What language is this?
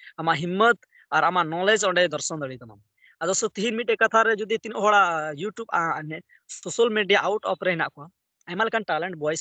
Santali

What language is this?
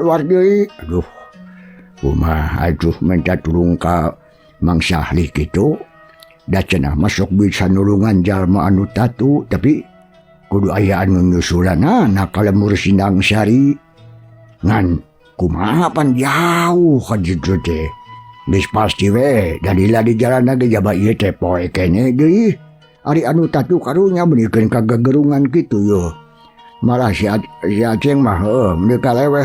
Sundanese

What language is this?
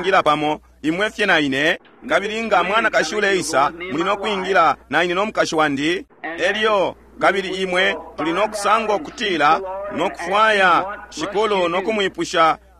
Bemba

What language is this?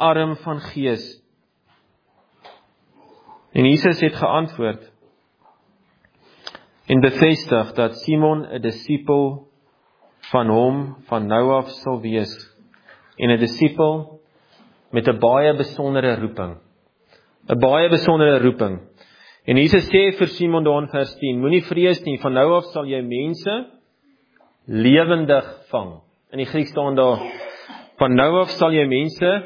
Afrikaans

